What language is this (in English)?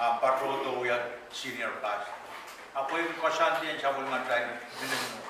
Pohnpeian